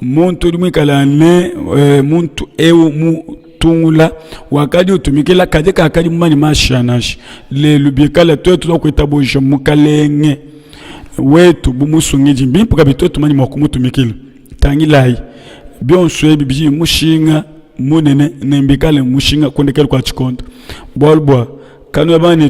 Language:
Luba-Lulua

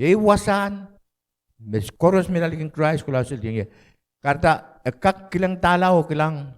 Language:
Pohnpeian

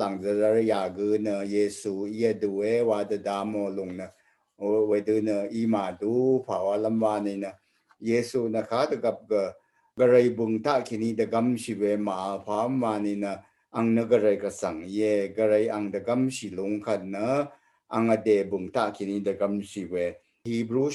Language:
Rawang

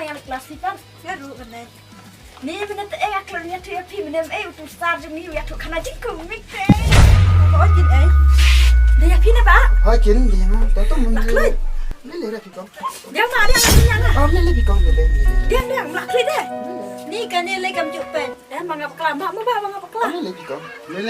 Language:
Khasi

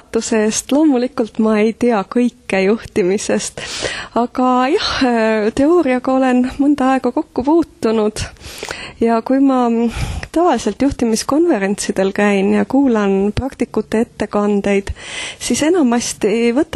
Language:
Estonian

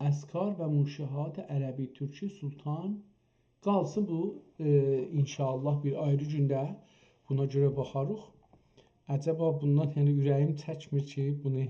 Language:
South Azerbaijani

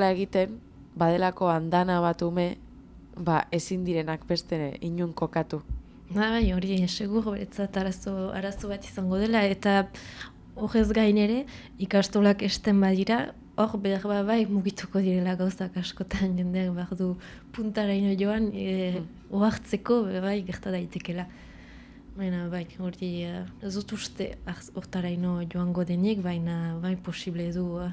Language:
Basque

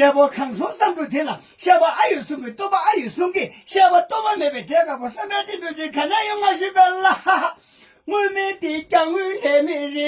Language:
Tibetan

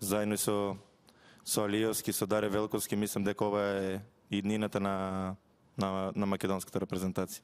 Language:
Macedonian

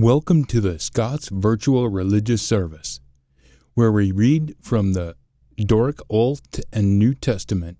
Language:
Scots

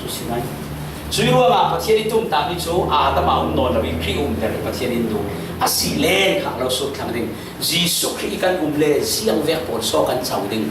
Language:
Falam Chin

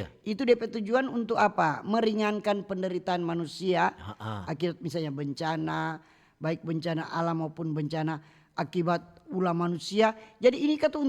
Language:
Manado Malay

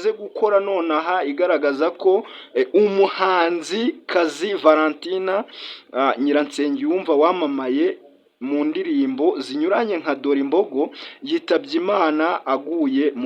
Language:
Kinyarwanda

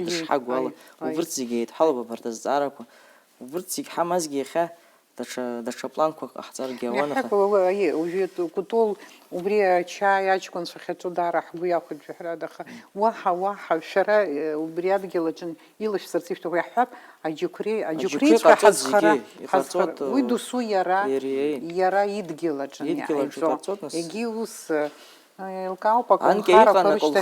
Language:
Abkhazian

